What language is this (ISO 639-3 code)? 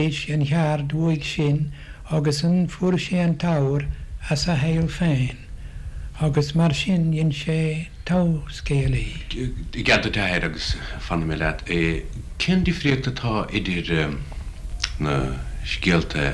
gle